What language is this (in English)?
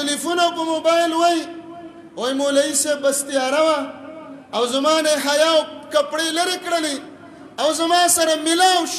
Pashto